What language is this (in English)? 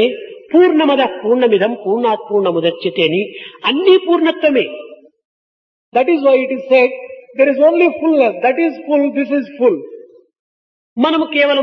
Telugu